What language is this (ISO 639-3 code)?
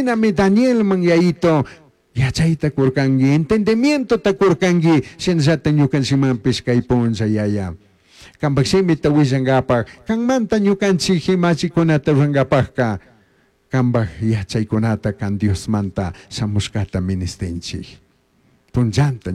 qug